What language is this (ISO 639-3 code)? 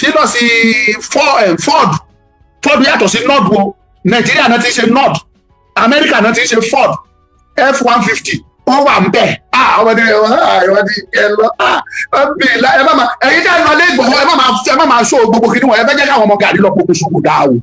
yor